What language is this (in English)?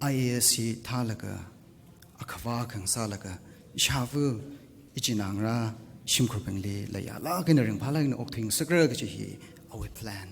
Tangkhul Naga (India)